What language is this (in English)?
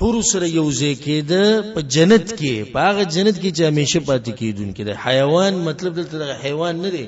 Pashto